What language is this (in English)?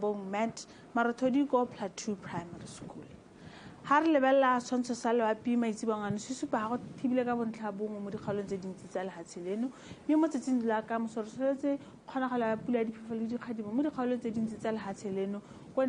Tswana